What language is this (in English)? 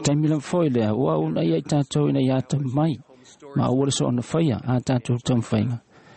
Samoan